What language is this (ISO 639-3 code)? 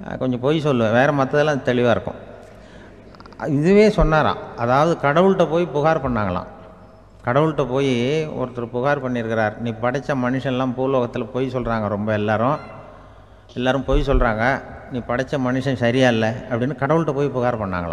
tam